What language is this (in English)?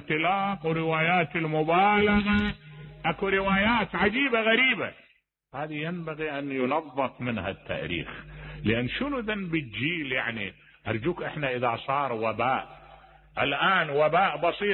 Mesopotamian Arabic